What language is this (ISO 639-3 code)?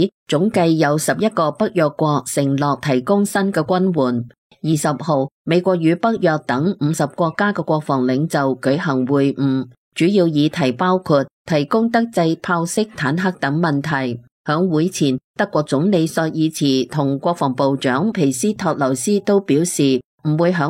yue